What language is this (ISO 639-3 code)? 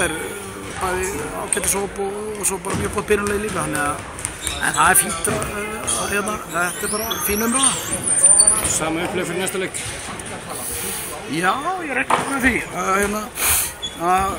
isl